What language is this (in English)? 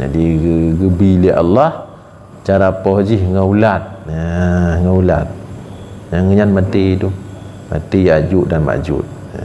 Achinese